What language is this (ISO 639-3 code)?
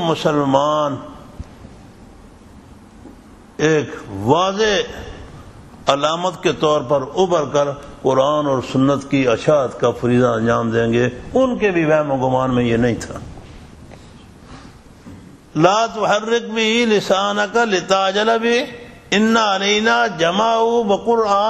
urd